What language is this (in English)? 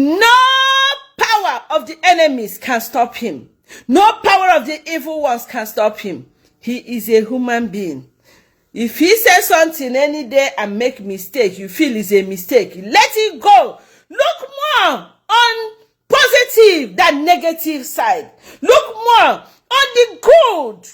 Igbo